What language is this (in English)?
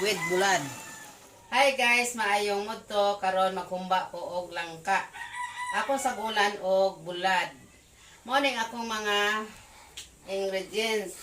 Cebuano